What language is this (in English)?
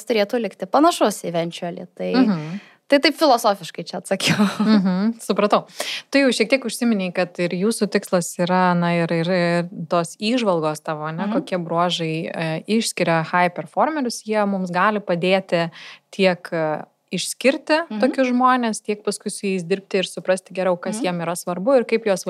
Lithuanian